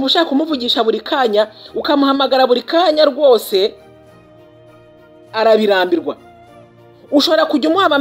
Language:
Kinyarwanda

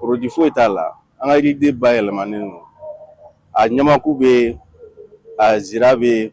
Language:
Bambara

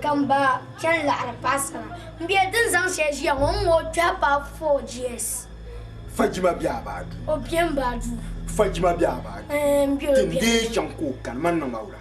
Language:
Dagbani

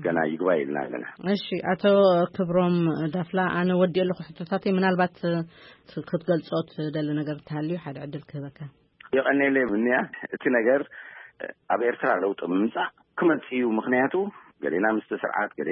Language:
Tigrinya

